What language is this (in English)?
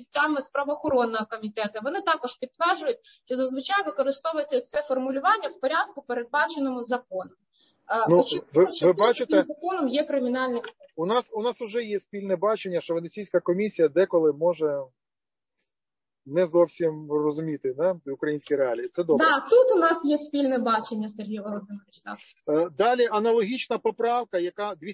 Ukrainian